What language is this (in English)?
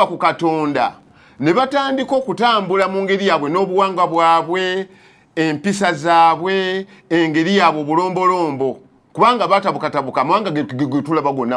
Ganda